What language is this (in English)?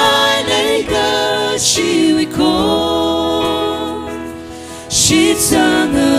Tangkhul Naga (India)